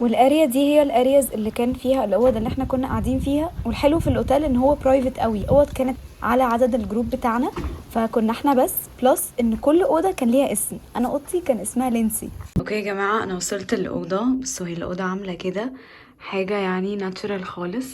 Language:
Egyptian Arabic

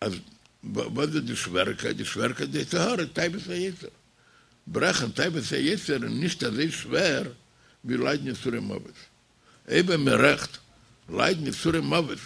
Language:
Yiddish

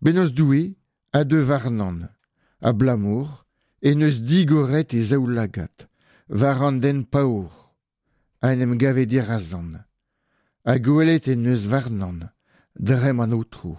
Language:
Breton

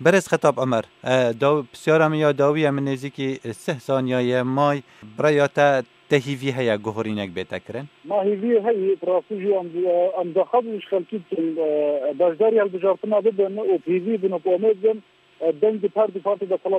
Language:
Kurdish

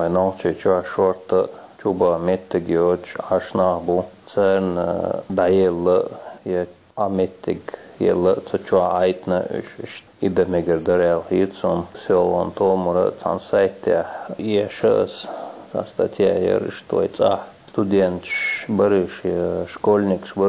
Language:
Chechen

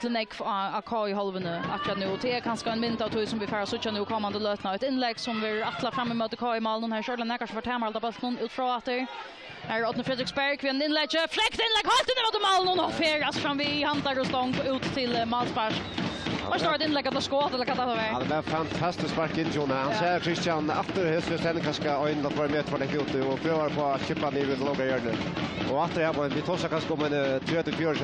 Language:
Faroese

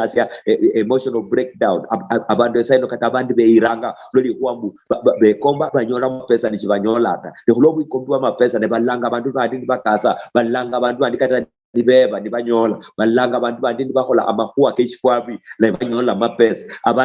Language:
Luyia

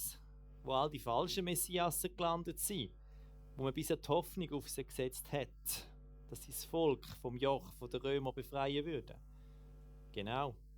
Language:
Swiss German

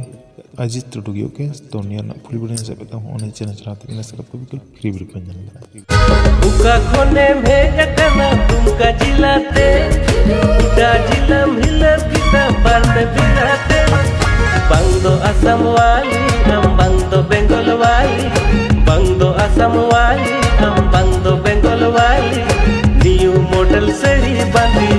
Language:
Santali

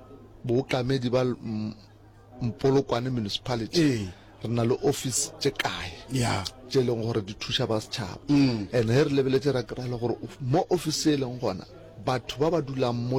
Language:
Northern Sotho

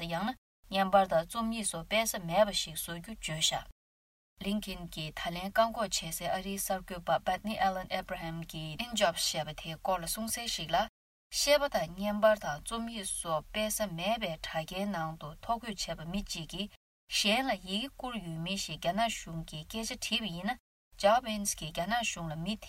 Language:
Tibetan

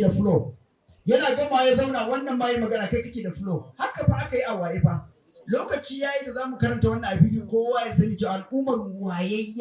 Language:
Hausa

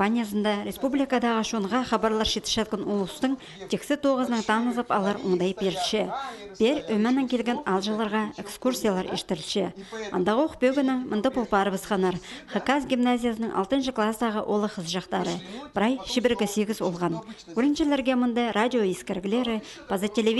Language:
Khakas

